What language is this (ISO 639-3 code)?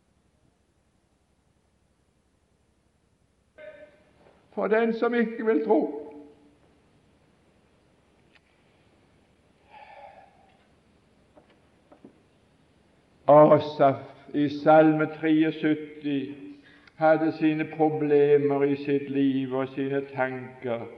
nor